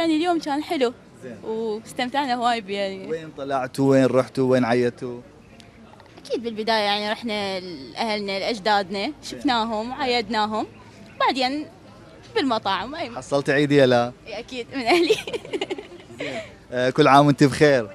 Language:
Mesopotamian Arabic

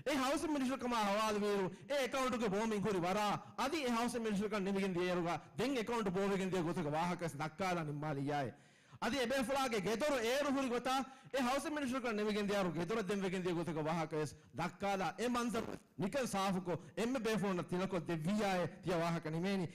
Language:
Divehi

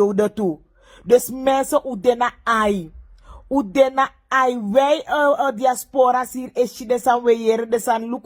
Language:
Sranan Tongo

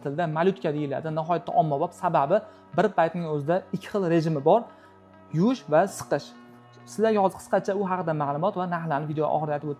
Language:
Uzbek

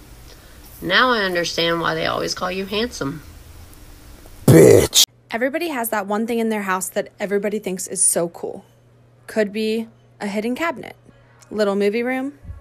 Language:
English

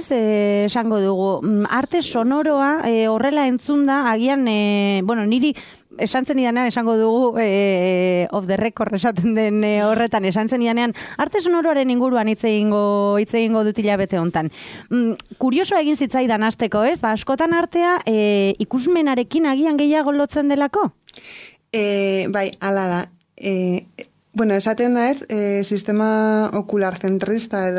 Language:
Basque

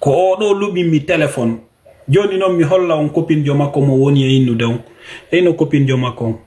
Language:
Fula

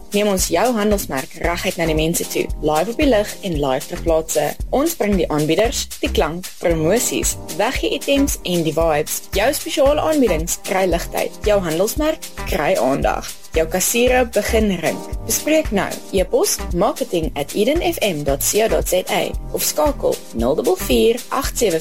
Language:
Afrikaans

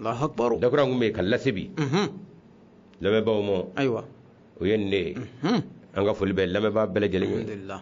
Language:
Bambara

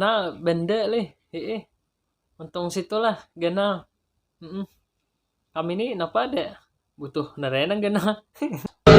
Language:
Banjar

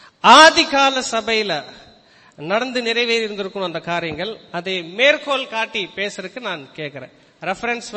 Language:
Tamil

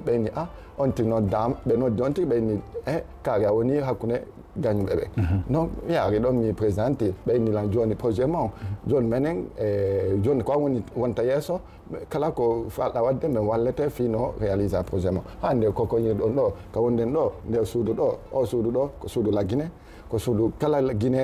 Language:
Fula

